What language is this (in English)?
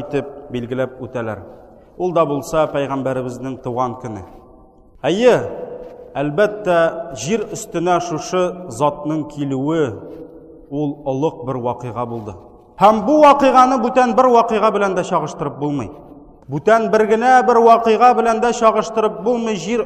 Tatar